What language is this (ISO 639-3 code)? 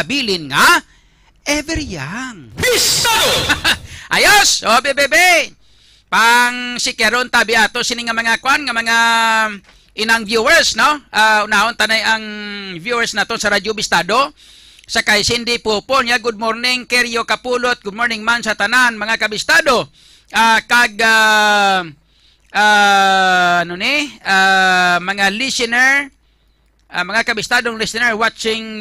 hil